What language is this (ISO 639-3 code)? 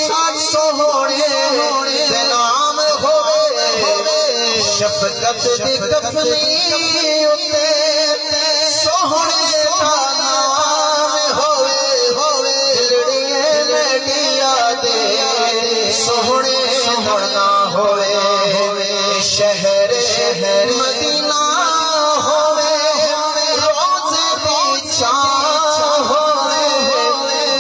skr